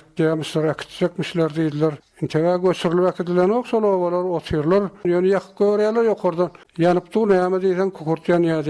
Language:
Turkmen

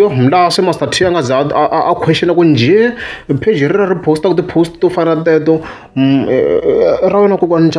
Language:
Tsonga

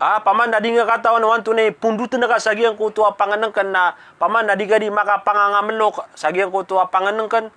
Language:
Maranao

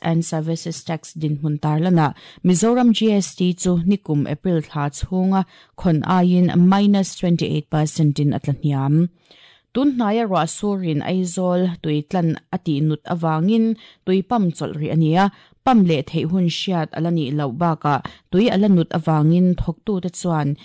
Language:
Mizo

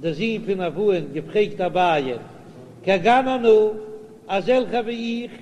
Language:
Yiddish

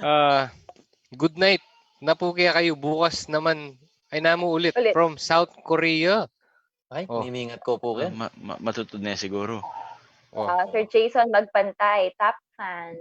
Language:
Pampanga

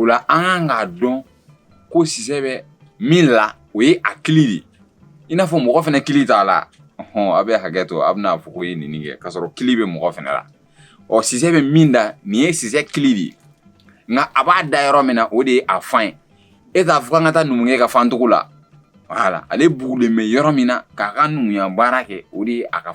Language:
Bambara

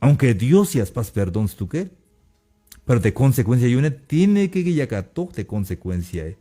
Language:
Tzeltal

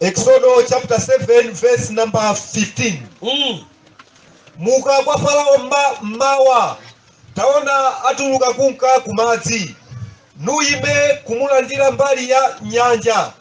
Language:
Nyanja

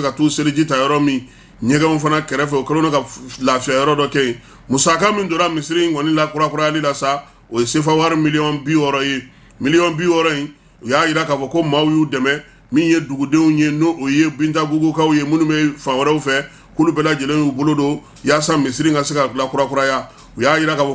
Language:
Bambara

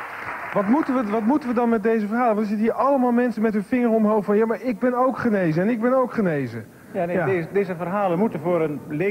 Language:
Dutch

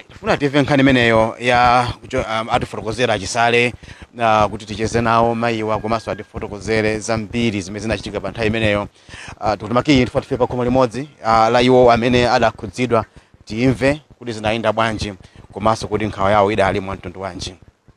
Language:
Nyanja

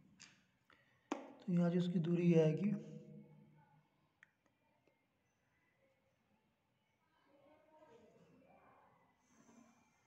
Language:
Hindi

